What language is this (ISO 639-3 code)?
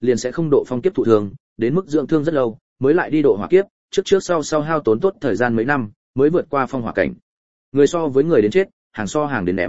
vie